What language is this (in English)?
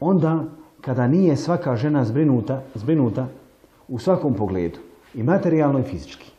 Bosnian